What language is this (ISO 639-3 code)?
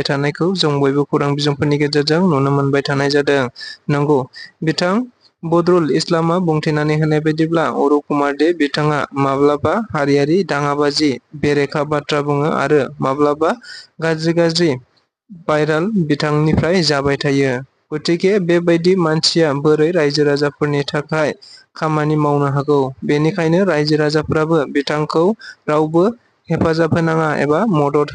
brx